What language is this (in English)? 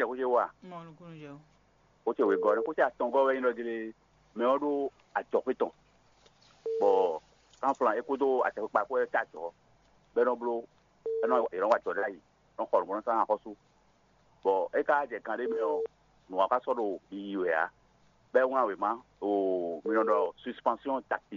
Fon